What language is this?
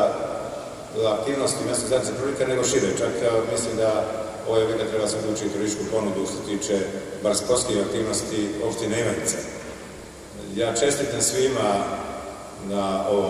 Serbian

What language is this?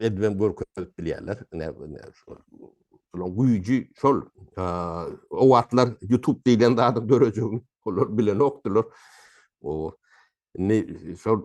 Turkmen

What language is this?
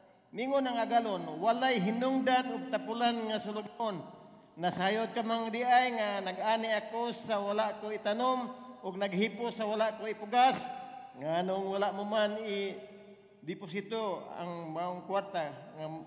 Cebuano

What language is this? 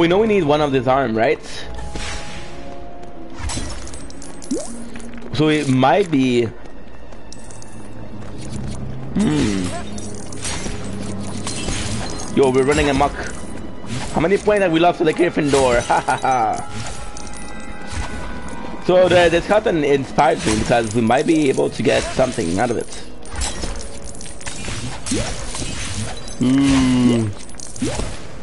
English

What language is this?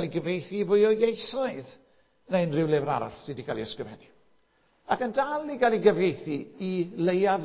Welsh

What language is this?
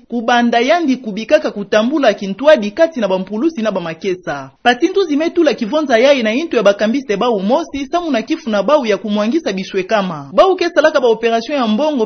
Kituba (Democratic Republic of Congo)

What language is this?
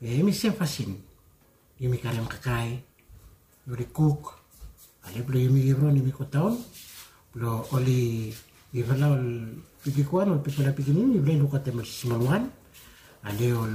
Bislama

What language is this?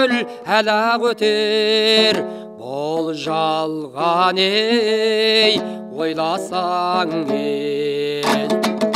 Kazakh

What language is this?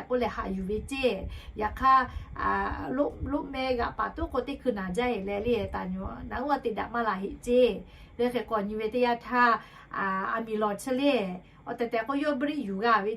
Lahu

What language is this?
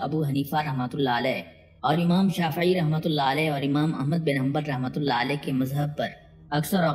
Urdu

